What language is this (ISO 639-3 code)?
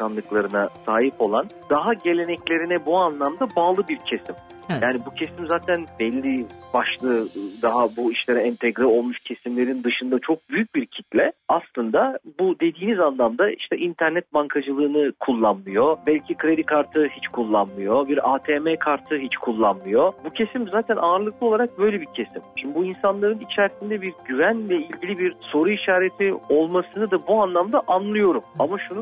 tur